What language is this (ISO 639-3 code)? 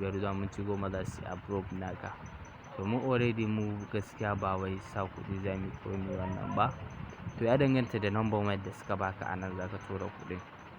hau